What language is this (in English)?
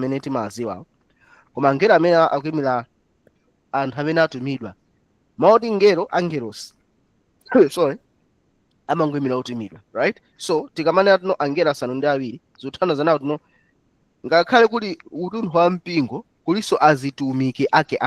Nyanja